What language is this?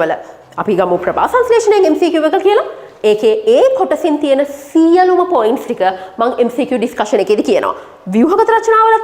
Sinhala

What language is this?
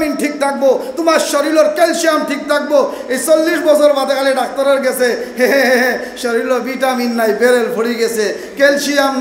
Sylheti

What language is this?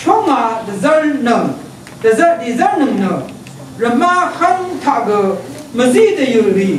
Rawang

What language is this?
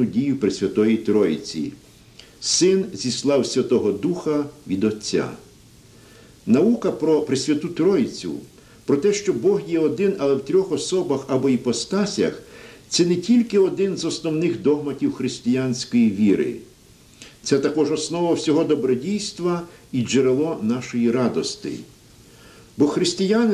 Ukrainian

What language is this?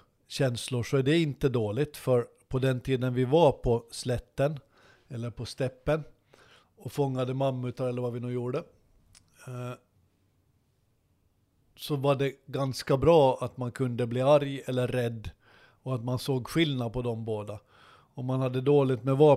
Swedish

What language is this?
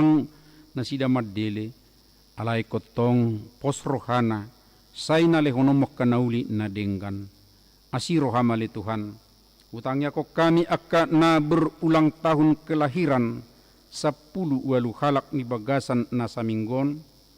Batak Toba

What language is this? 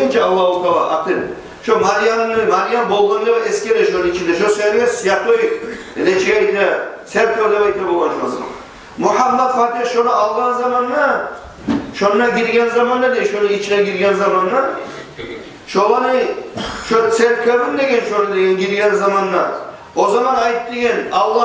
Kumyk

